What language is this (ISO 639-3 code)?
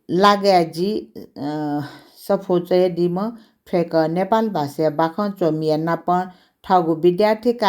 new